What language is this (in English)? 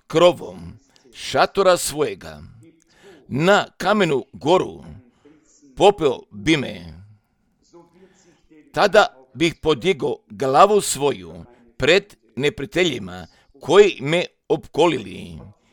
Croatian